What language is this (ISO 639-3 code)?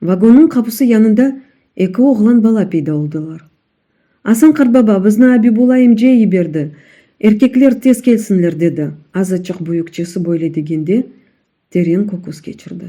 crh